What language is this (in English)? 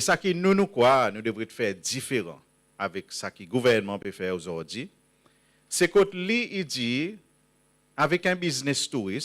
Seselwa Creole French